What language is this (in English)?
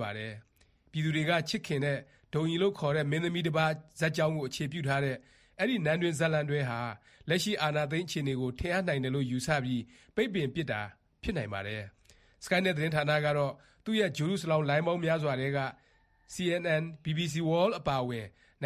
Burmese